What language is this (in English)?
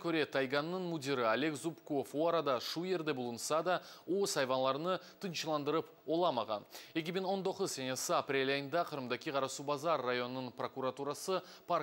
Crimean Tatar